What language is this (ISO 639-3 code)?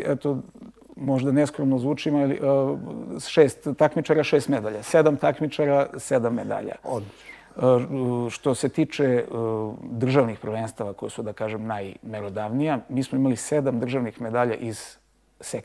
srp